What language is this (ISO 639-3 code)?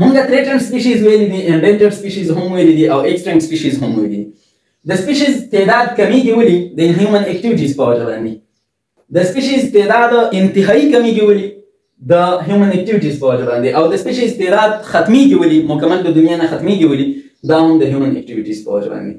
pus